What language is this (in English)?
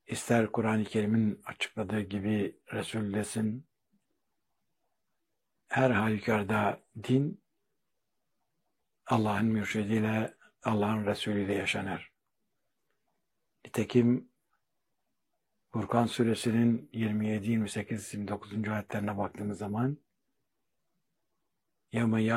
Turkish